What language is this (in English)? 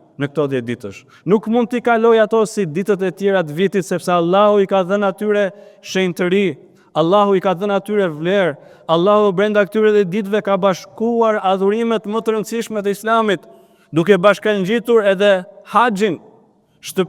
Albanian